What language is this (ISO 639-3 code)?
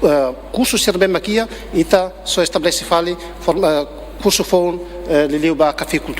tet